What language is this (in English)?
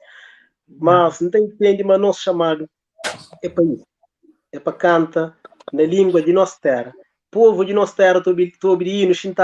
Kabuverdianu